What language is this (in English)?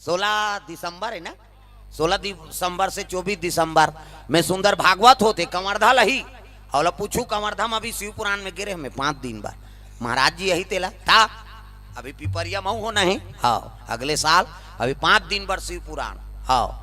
Chhattisgarhi